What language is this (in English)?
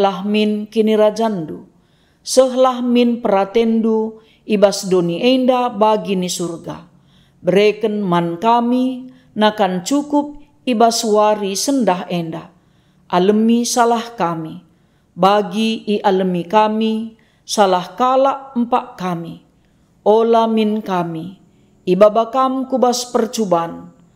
Batak Karo